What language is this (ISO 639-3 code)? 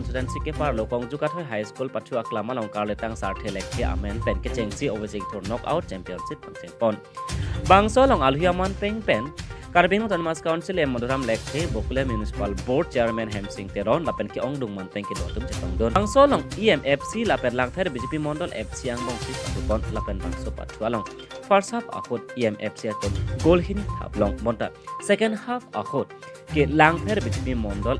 mjw